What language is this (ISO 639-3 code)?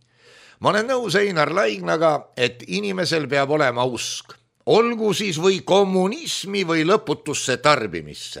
est